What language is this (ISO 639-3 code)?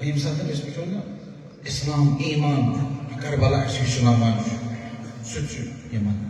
kas